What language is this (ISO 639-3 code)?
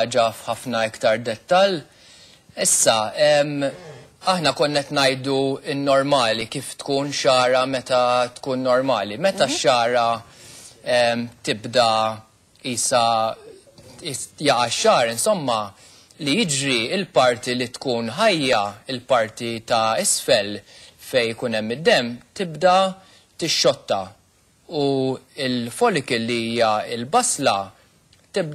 mlt